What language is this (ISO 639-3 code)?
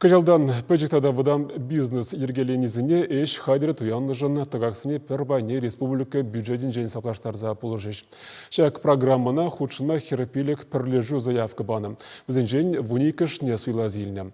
chv